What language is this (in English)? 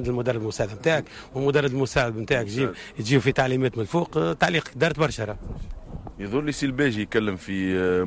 Tunisian Arabic